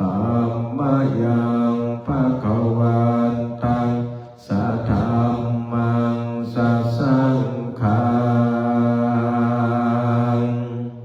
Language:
Pali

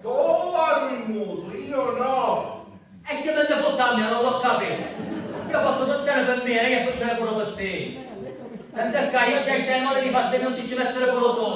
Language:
Sicilian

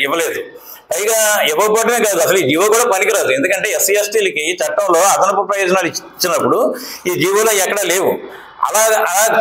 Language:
Telugu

